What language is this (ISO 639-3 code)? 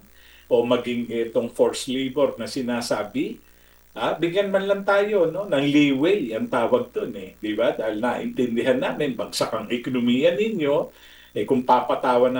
fil